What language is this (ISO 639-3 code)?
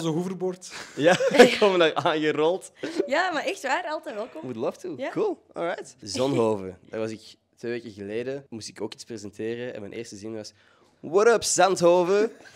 nld